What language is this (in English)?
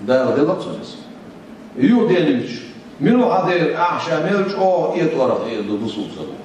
Chechen